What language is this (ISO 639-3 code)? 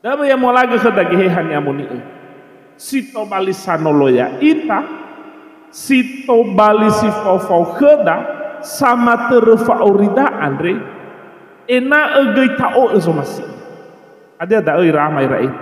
nia